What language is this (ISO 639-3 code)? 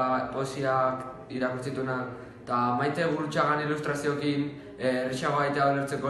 eus